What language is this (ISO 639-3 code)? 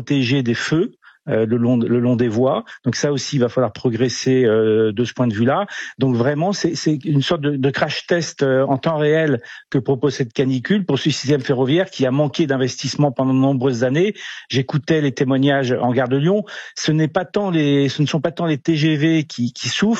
fra